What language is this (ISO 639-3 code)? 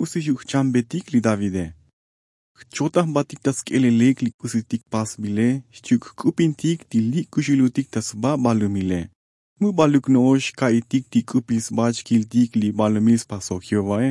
tzo